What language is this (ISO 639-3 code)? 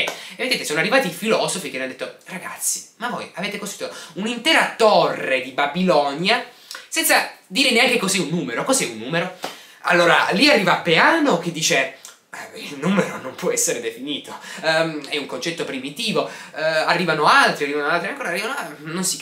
ita